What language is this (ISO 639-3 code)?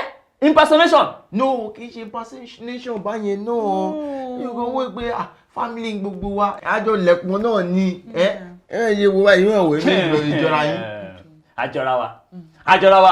yor